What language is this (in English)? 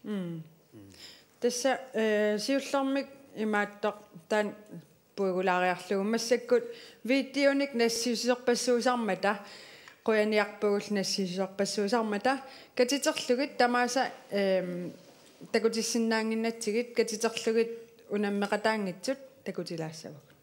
Kalaallisut